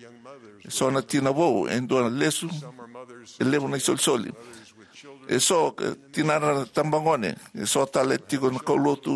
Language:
Fijian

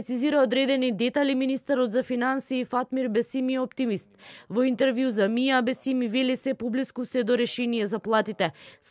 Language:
Macedonian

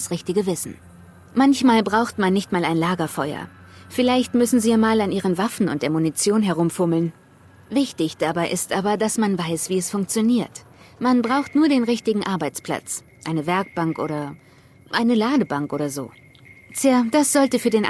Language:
Bavarian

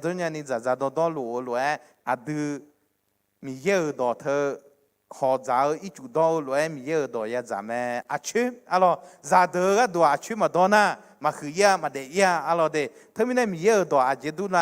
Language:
Akha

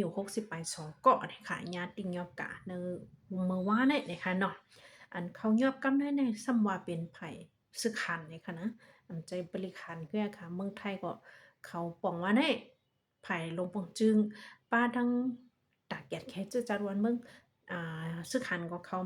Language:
Shan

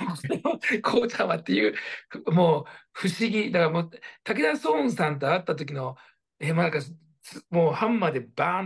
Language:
Japanese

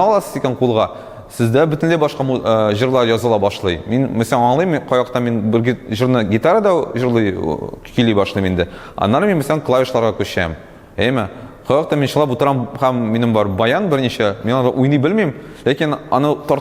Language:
Tatar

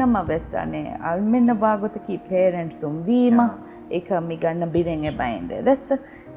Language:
Divehi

